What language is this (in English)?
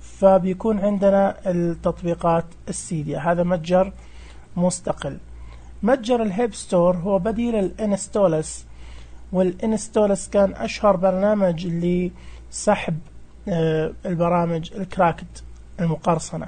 Najdi Arabic